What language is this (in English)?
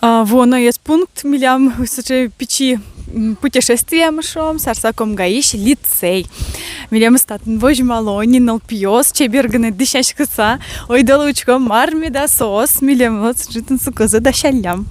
Udmurt